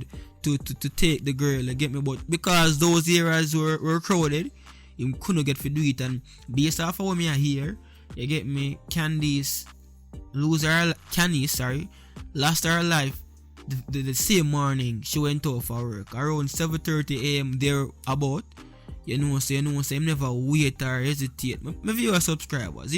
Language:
Jamaican Creole English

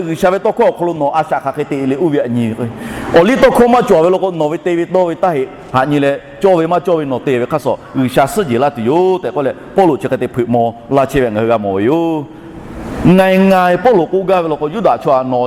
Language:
Lahu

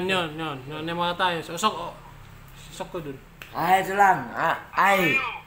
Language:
Batak Toba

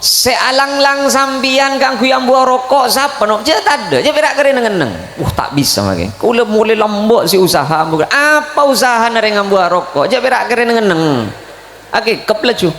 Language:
Madurese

